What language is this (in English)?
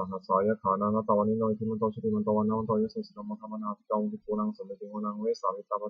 Pali